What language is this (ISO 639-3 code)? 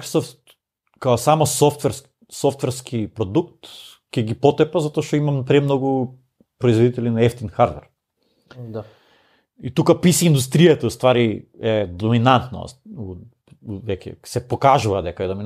mkd